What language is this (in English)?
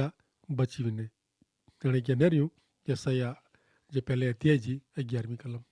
Kachhi